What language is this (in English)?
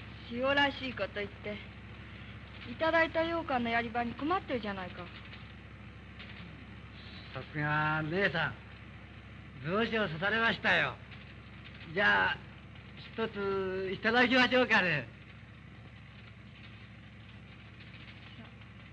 Japanese